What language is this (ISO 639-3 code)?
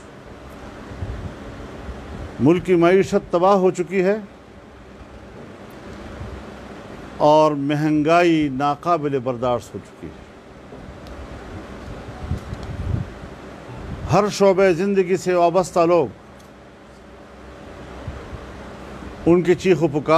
urd